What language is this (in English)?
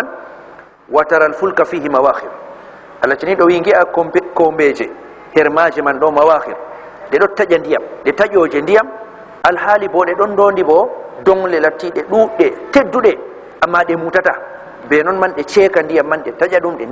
Fula